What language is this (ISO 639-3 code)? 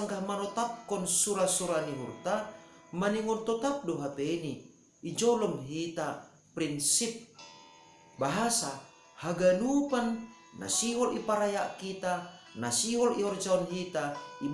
bts